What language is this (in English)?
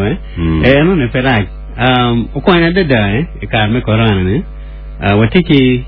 Acoli